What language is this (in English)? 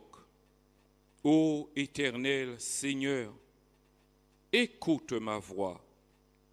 French